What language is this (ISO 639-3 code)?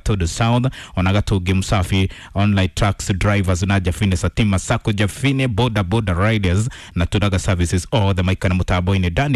kik